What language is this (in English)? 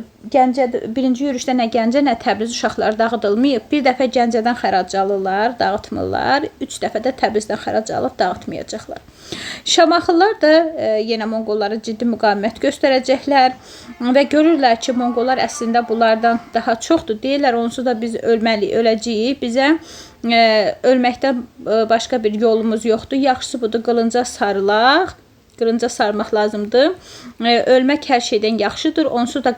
Azerbaijani